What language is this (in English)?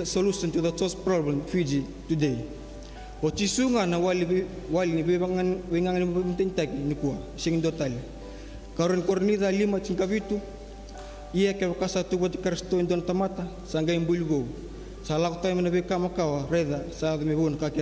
Fijian